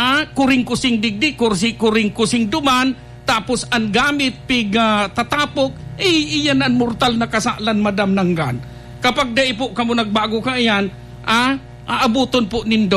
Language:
Bikol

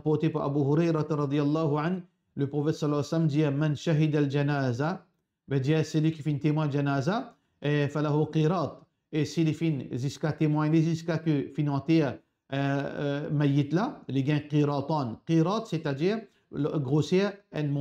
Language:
Morisyen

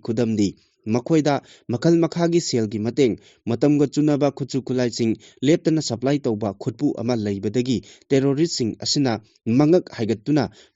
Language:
Manipuri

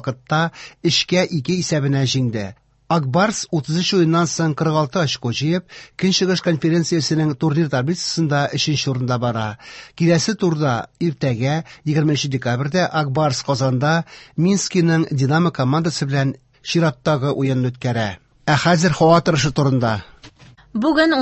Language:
Tatar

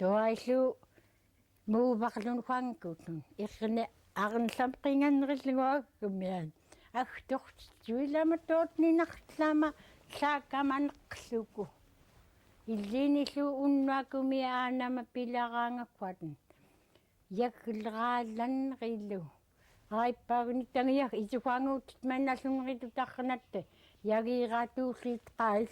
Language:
Central Yupik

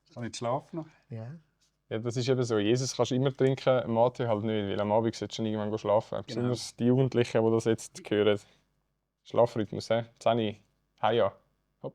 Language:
Swiss German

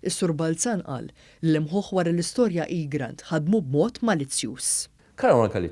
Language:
Maltese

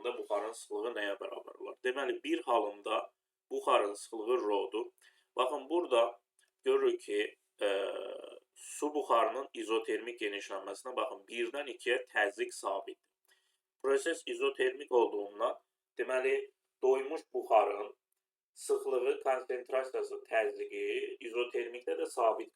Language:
Azerbaijani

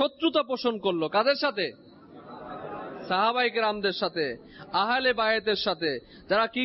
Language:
Bangla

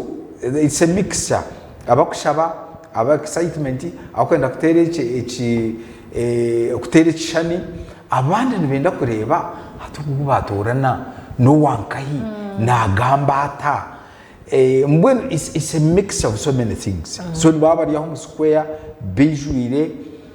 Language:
Nyankole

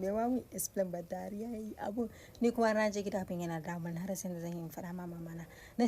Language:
Hausa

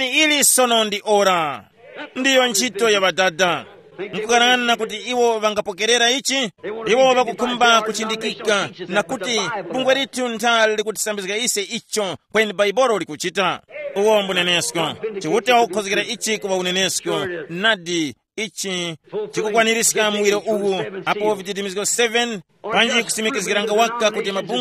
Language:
Tumbuka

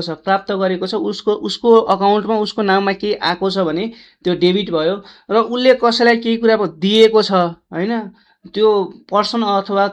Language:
Nepali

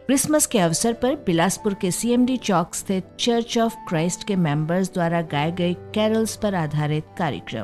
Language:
Hindi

